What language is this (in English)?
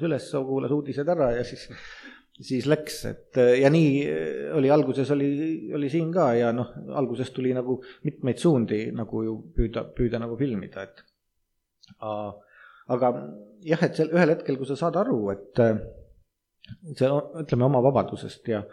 Estonian